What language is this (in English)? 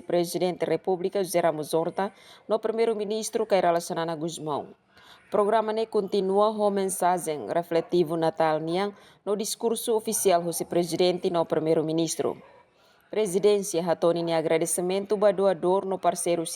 Tetum